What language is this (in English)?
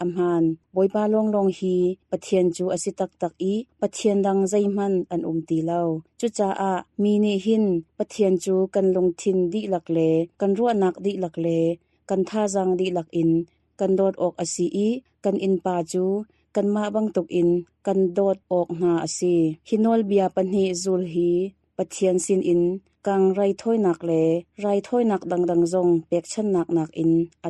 Hakha Chin